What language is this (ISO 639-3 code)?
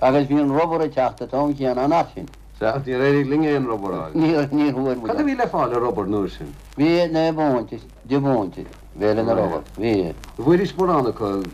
gle